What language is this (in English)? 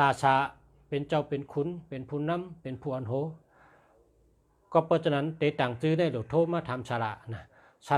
Shan